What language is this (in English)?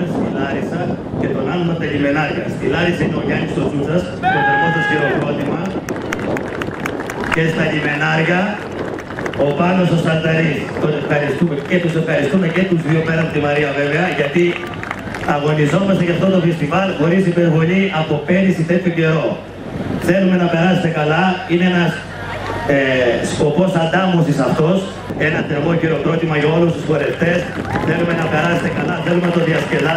Greek